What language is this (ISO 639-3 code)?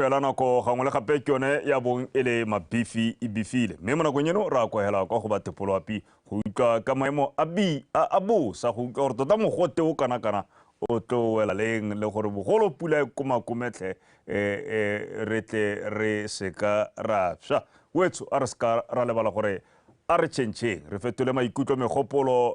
tsn